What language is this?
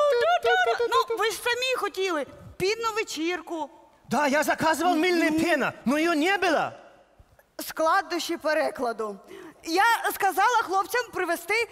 Russian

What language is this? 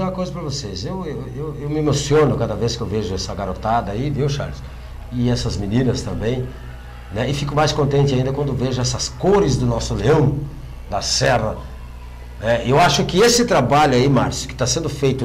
Portuguese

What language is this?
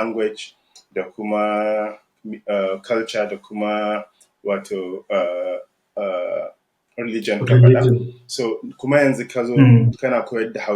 Hausa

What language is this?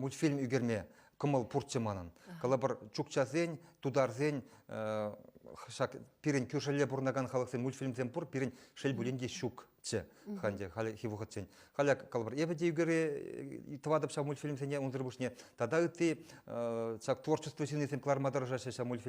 Chuvash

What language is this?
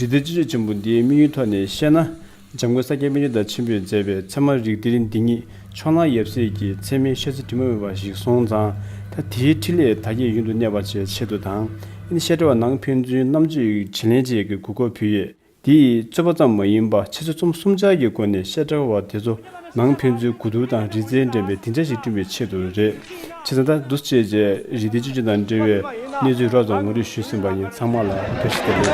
Tibetan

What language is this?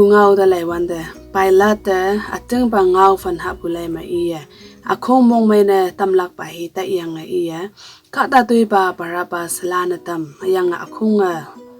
Konyak Naga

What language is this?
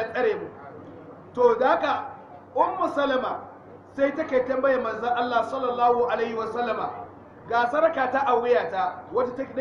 Hausa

